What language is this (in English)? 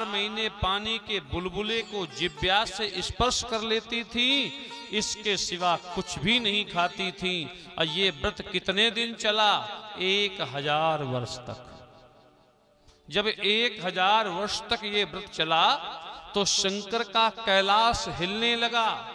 Hindi